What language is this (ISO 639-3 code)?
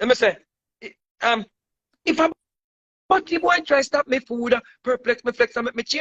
jam